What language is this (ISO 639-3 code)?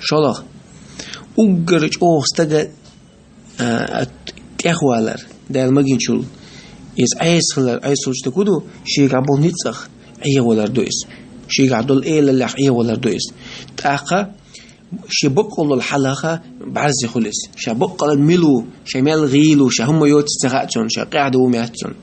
che